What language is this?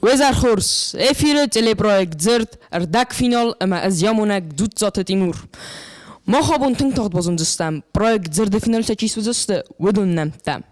Ossetic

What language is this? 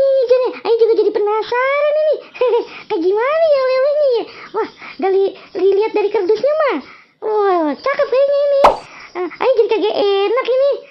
Betawi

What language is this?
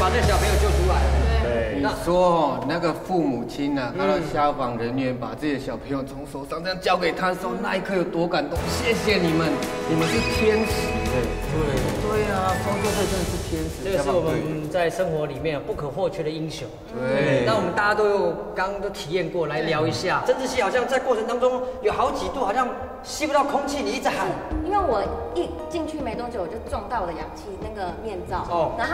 Chinese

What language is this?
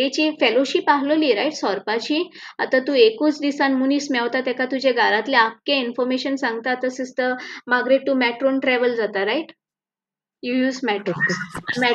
Konkani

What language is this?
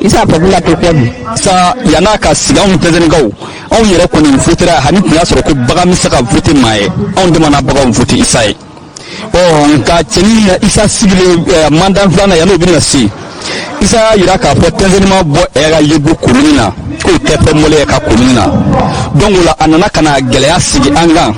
Bambara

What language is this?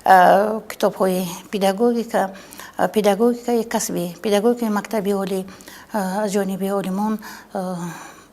Tajik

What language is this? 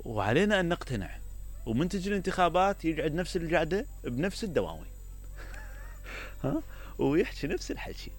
Mesopotamian Arabic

